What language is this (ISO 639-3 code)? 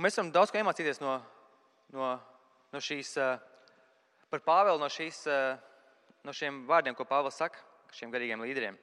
lav